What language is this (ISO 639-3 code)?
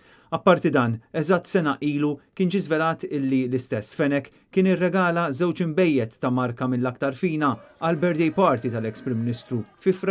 mlt